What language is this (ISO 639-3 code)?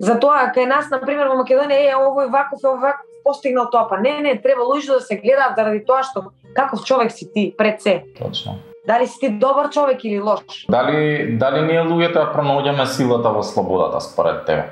mkd